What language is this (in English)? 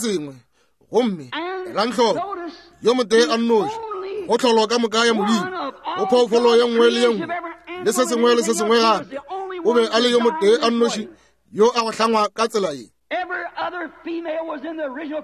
Northern Sotho